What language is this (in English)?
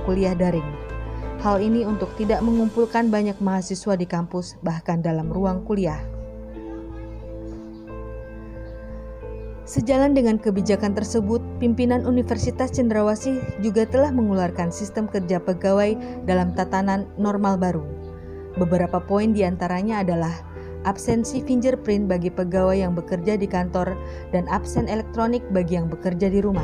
Indonesian